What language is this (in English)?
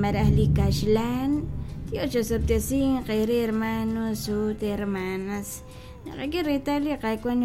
Kekchí